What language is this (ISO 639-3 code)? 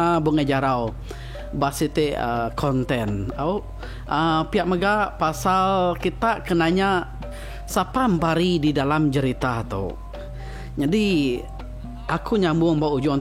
iba